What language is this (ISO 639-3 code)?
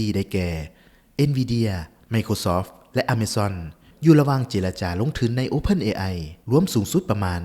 lao